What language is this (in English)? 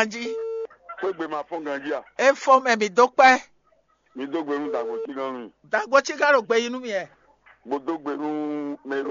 Fon